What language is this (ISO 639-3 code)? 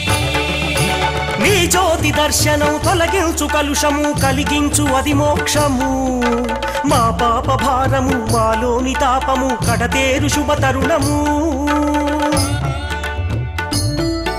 tel